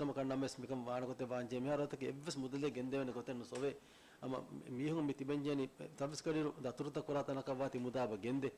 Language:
Divehi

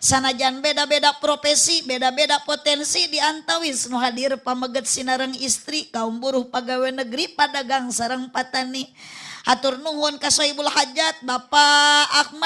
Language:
Sundanese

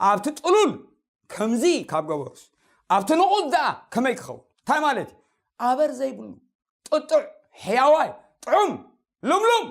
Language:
Tigrinya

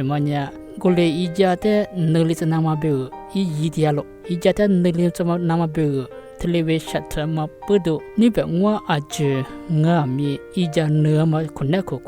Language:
Lisu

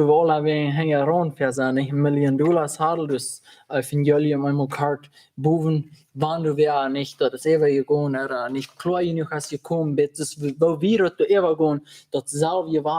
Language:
Plautdietsch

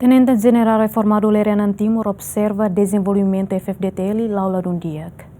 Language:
Tetum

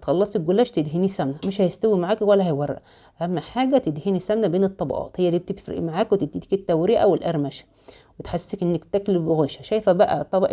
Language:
Egyptian Arabic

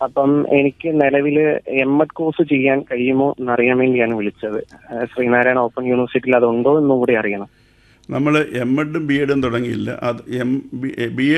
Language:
Malayalam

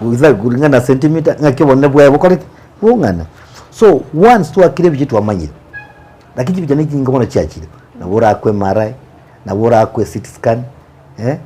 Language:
Gusii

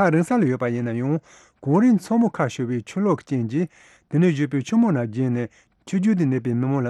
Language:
Tibetan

